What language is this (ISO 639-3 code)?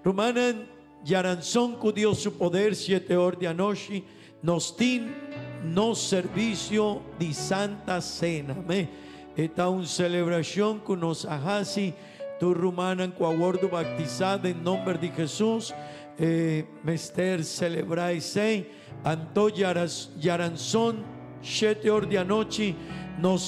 pap